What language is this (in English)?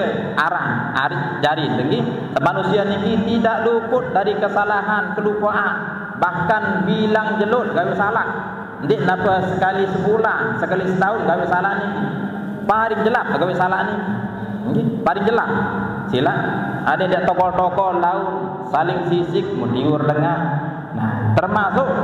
Sasak